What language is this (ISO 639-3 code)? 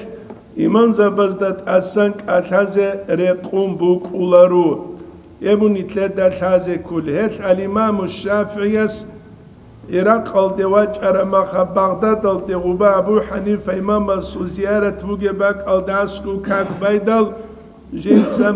ava